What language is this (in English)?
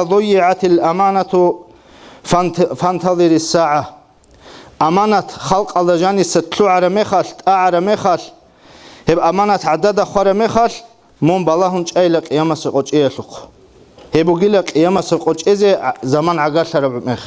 Avaric